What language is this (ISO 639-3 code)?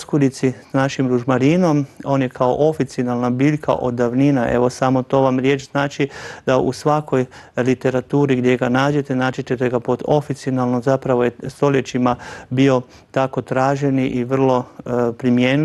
hrv